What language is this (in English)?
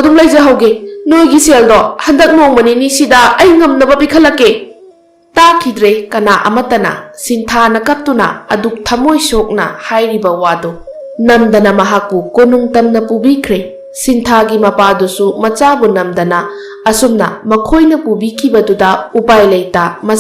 Manipuri